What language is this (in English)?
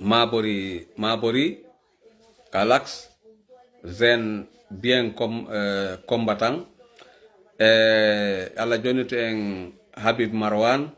Fula